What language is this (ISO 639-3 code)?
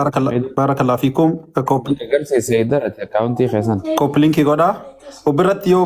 orm